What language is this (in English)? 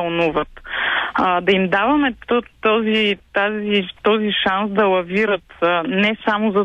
Bulgarian